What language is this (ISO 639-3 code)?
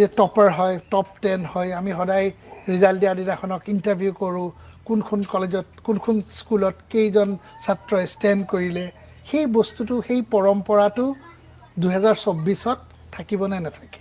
asm